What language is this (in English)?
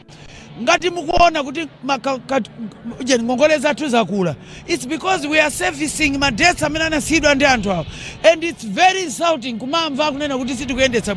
Nyanja